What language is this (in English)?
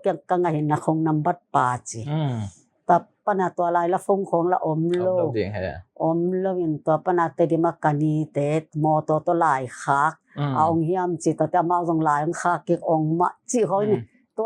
Tedim Chin